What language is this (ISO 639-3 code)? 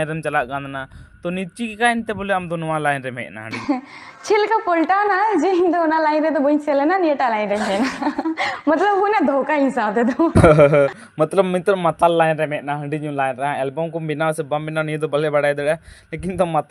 sat